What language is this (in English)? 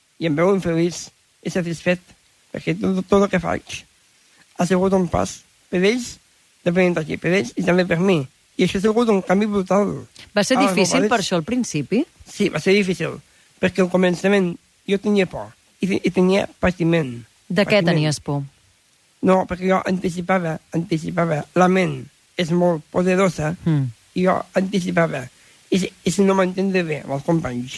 Catalan